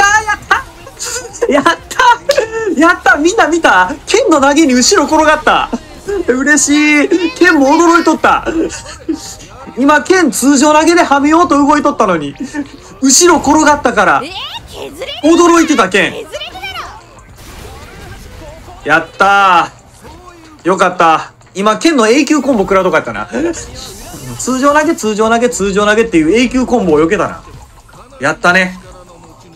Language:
Japanese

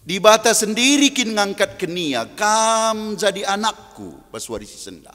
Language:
Batak Karo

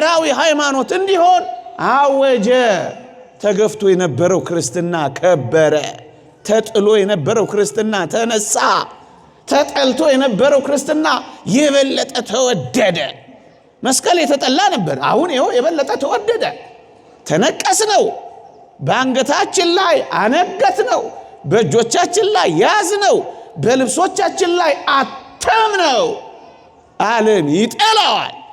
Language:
Amharic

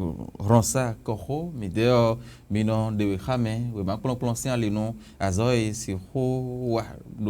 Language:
Fon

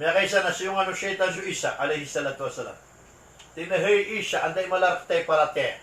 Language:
Maranao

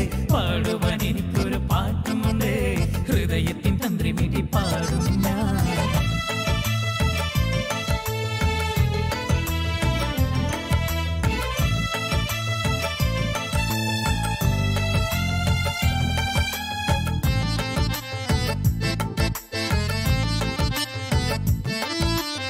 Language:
Malayalam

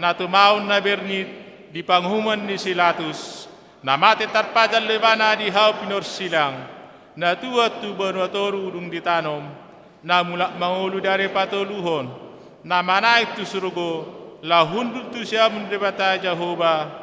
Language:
Batak Toba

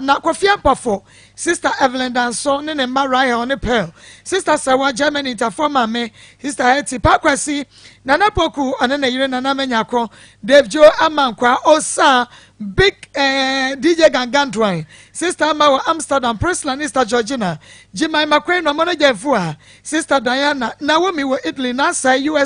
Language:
Akan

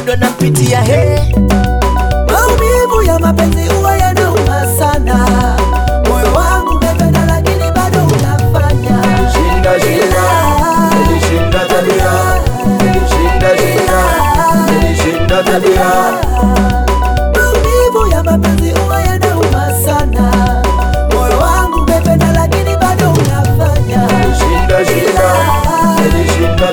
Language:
Swahili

